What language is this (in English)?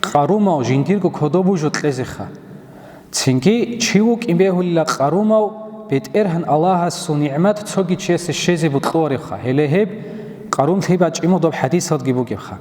Avaric